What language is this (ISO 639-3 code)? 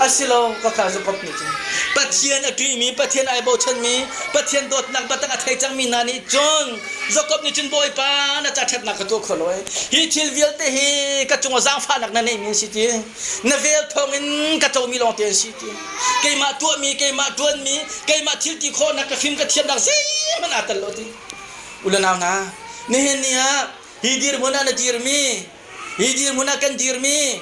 cnh